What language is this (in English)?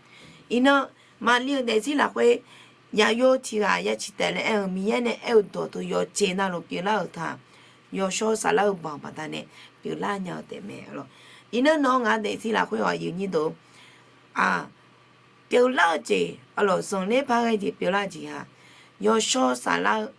Akha